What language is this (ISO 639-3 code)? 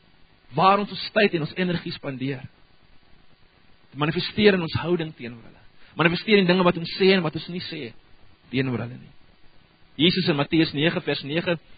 afr